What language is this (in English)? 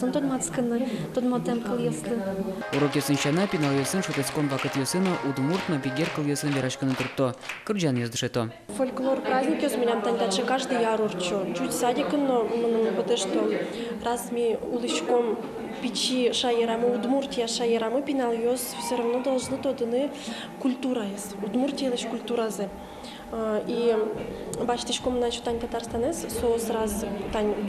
Udmurt